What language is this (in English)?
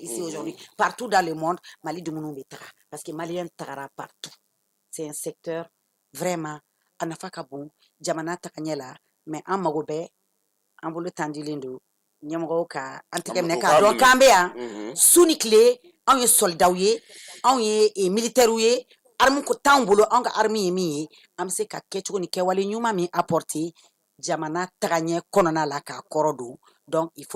Bambara